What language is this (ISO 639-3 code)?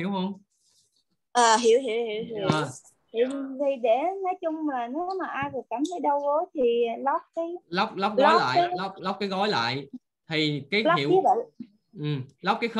vie